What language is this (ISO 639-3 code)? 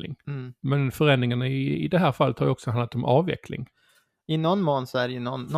swe